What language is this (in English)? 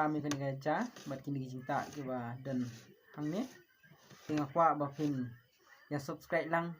Khasi